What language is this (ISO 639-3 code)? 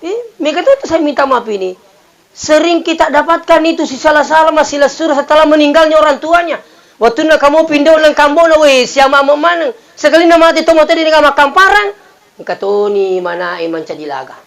bug